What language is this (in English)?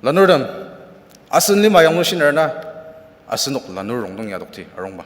Ao Naga